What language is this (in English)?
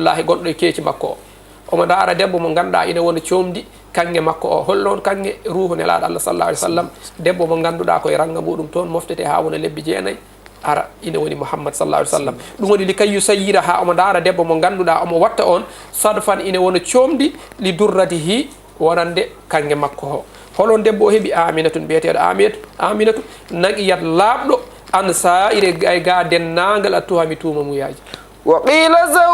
Fula